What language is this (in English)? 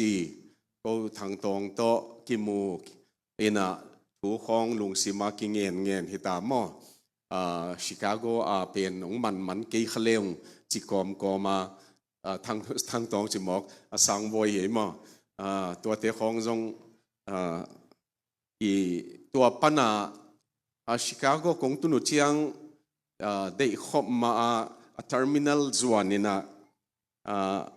Tedim Chin